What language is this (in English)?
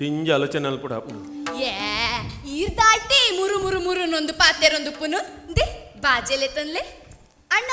Tulu